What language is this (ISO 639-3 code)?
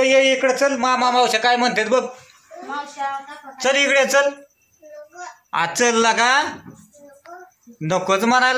mar